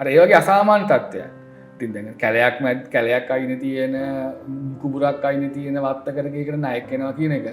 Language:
Sinhala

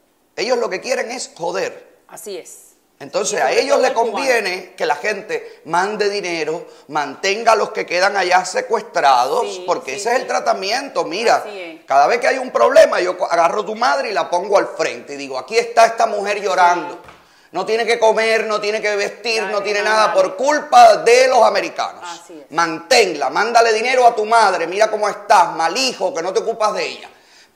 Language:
Spanish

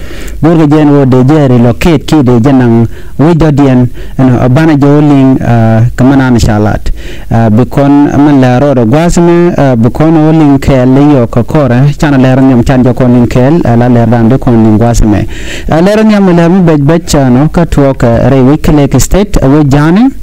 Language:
Nuer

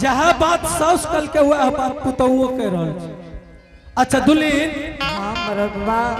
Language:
Angika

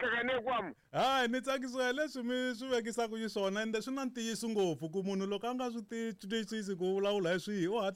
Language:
Tsonga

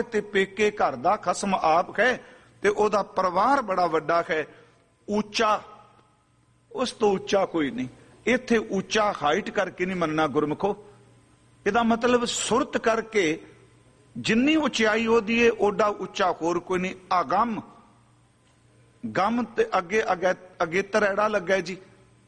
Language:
Punjabi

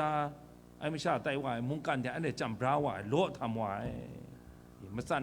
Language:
Kachin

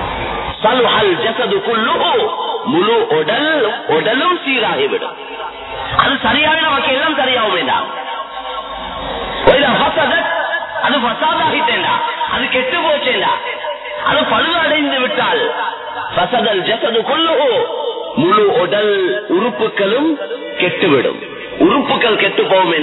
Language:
Tamil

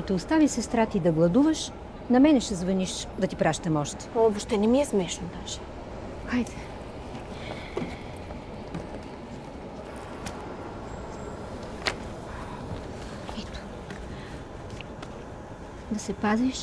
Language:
Bulgarian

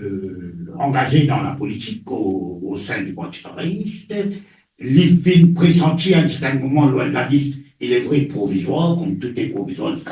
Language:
Morisyen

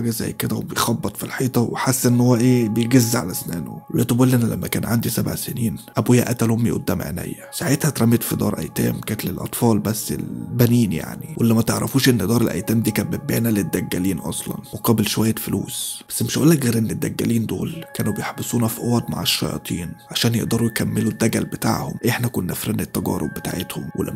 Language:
Egyptian Arabic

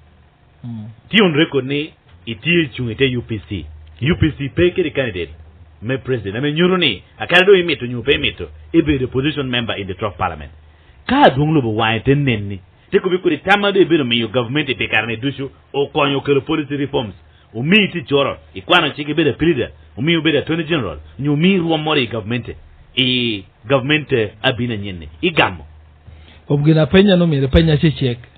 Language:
Lango (Uganda)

